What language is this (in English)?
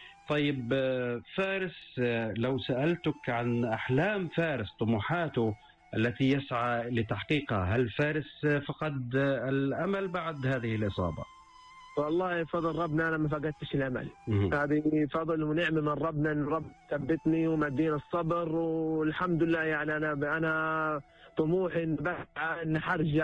North Levantine Arabic